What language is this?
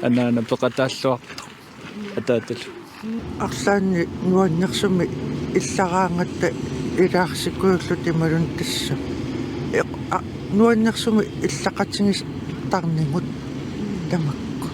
Kalaallisut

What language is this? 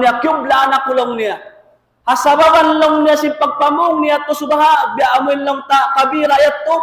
Tausug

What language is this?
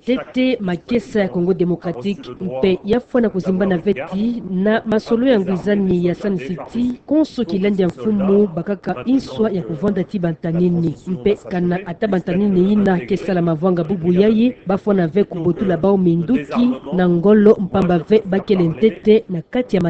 Kituba (Democratic Republic of Congo)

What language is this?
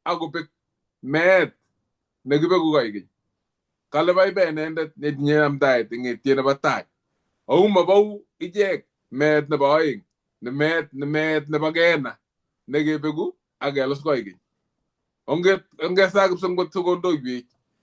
Kalenjin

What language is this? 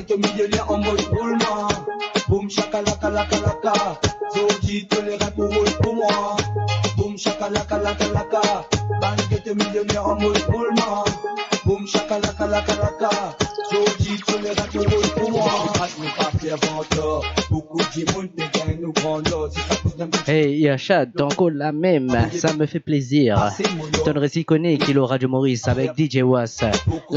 Morisyen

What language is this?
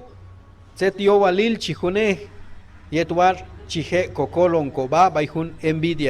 Q'anjob'al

